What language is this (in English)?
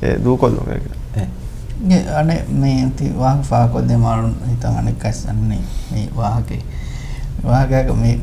Divehi